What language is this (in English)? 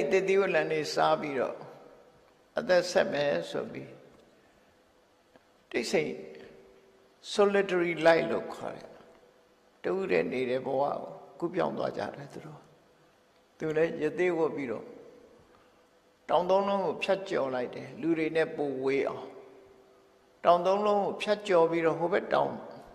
Burmese